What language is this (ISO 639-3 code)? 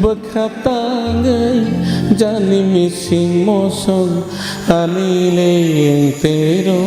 trp